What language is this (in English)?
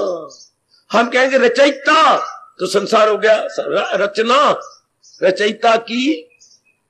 Hindi